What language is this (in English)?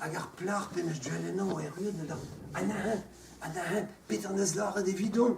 Breton